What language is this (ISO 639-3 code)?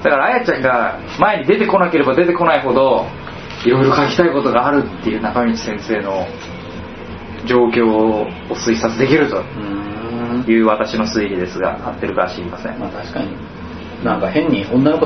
jpn